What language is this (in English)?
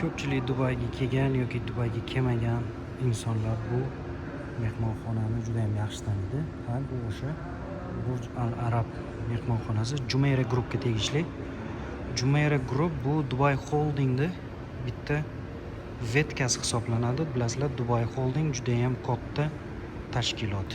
Uzbek